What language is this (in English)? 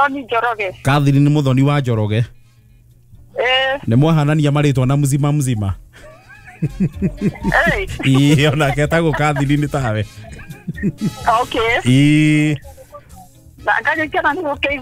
Kikuyu